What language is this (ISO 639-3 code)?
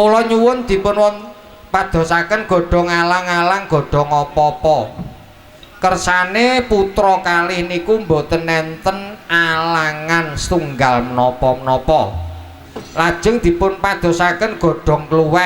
jav